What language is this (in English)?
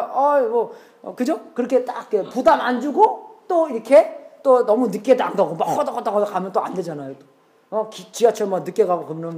Korean